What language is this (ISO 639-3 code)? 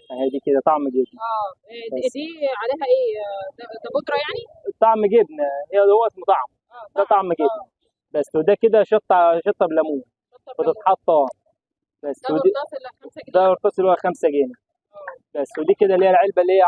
arz